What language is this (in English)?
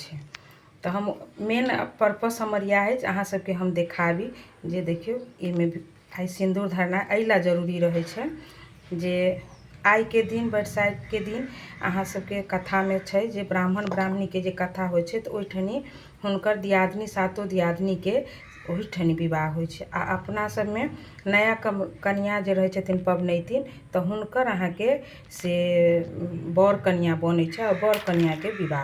Maithili